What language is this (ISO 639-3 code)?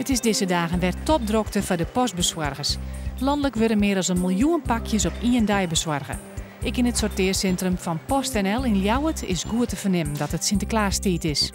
fry